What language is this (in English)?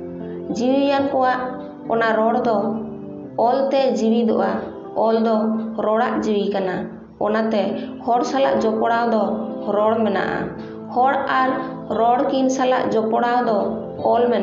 Santali